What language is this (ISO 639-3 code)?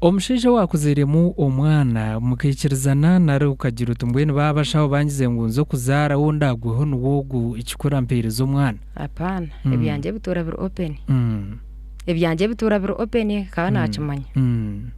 nyn